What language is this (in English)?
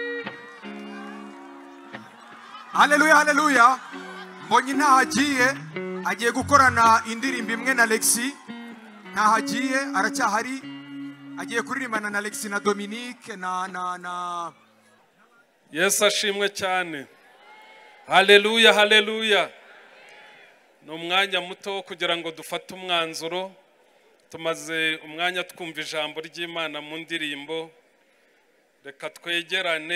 Kinyarwanda